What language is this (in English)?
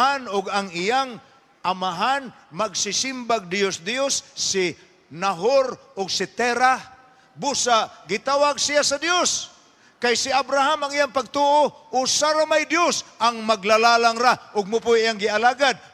Cebuano